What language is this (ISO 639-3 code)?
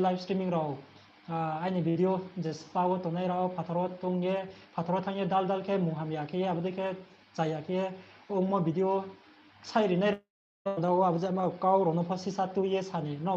ria